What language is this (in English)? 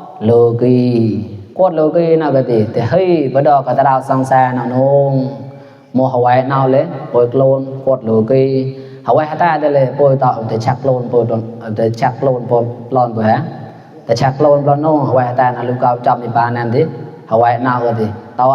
Mon